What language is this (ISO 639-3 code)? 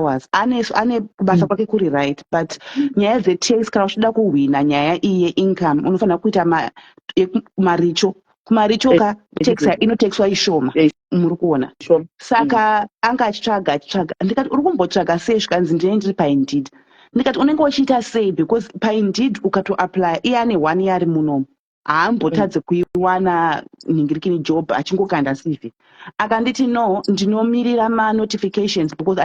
sna